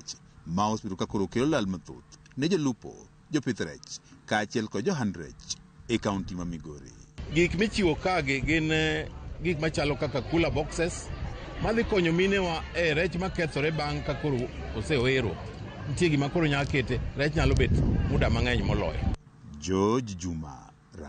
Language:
Luo (Kenya and Tanzania)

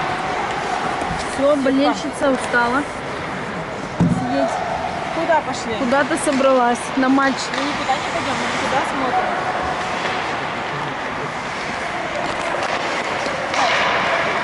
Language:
Russian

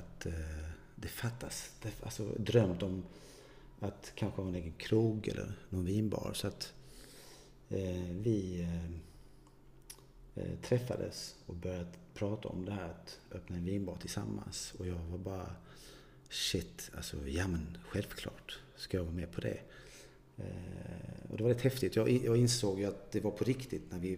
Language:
Swedish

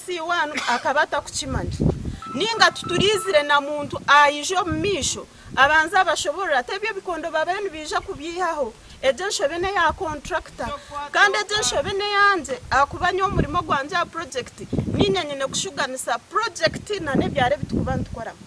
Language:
Nyankole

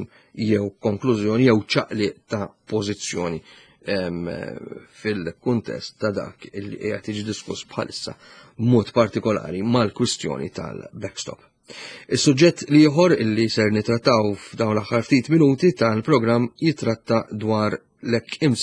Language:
Maltese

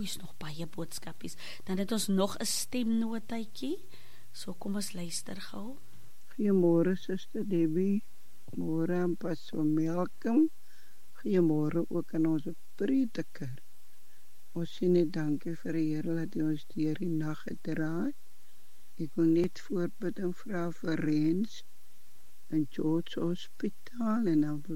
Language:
Afrikaans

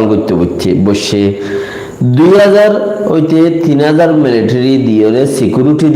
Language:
Rohingya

